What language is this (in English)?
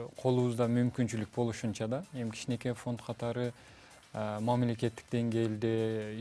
Kyrgyz